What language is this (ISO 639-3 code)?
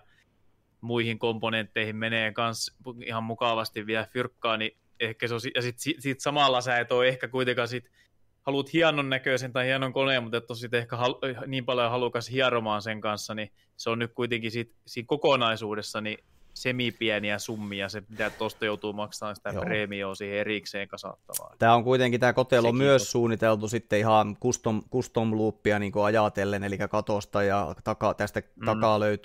fin